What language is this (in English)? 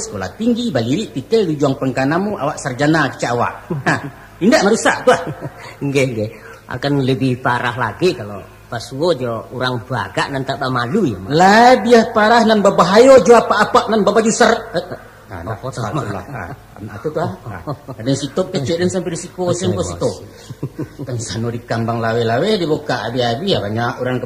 Minangkabau